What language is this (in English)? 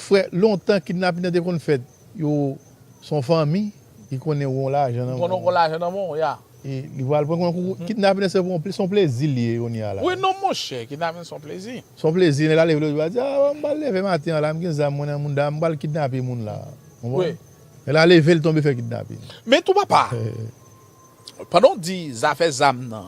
Haitian Creole